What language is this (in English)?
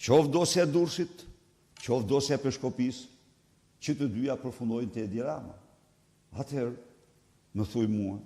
Albanian